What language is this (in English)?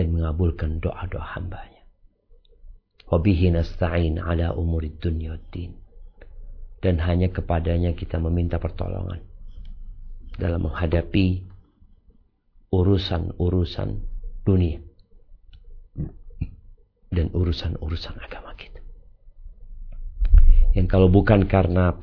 Indonesian